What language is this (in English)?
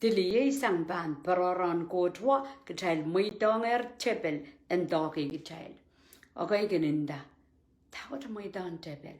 Pohnpeian